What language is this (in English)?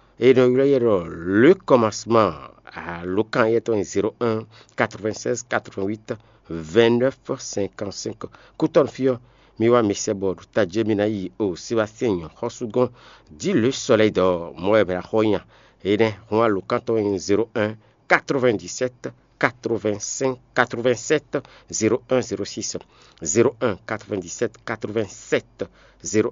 Fon